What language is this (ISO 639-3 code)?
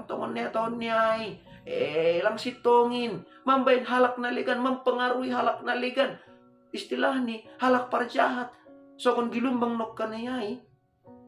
bts